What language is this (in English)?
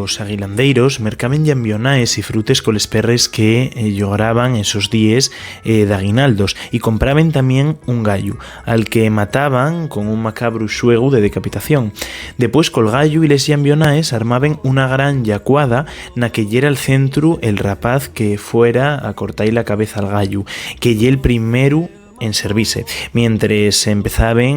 Asturian